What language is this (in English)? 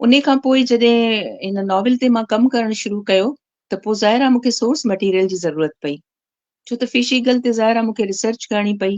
Sindhi